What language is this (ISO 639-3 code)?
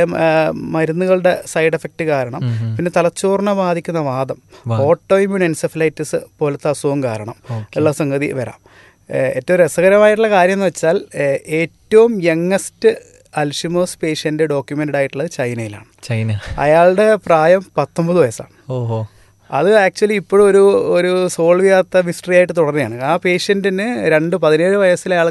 mal